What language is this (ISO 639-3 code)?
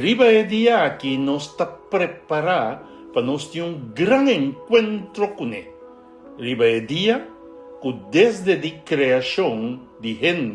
pap